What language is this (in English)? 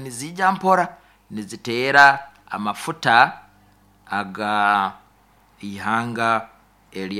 Nyoro